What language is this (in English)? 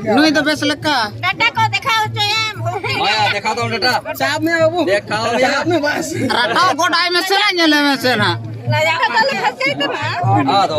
Santali